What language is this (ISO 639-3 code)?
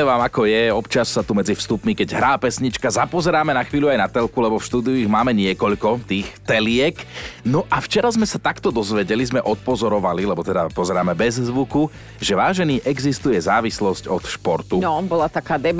slk